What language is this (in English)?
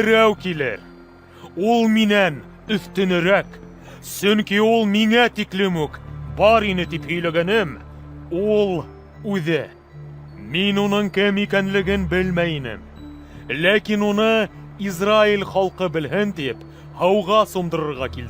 Bashkir